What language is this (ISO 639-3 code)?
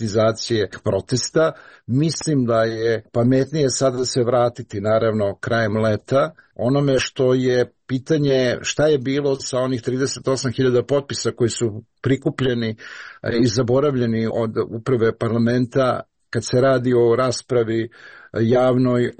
srp